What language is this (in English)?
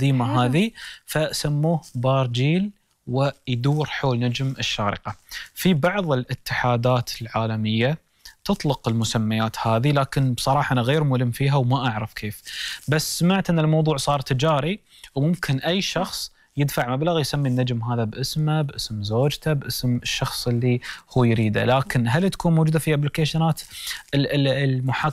Gulf Arabic